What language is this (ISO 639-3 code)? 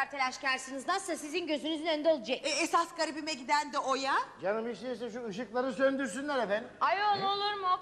tur